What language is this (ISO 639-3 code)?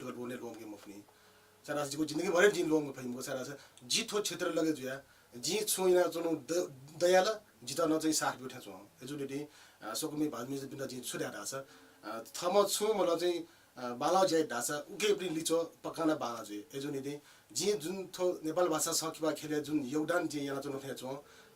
new